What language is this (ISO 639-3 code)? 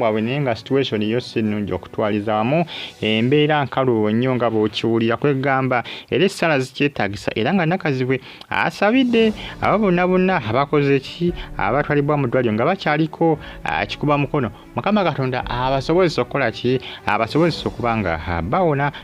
lug